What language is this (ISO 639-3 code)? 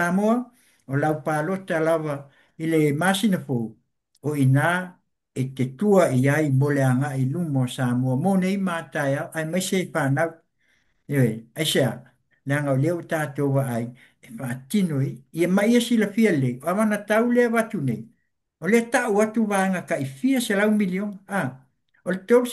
smo